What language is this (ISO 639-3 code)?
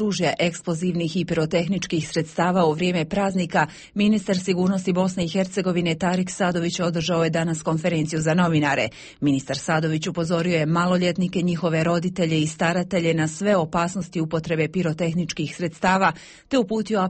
bos